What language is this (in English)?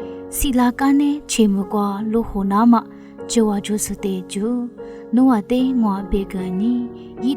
Lisu